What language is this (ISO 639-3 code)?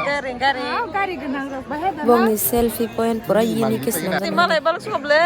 trp